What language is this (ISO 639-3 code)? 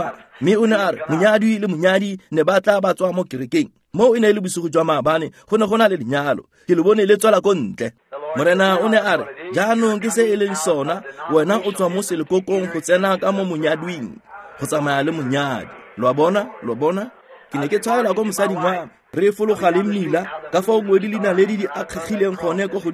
tsn